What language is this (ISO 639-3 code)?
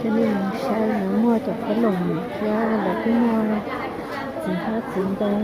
hmn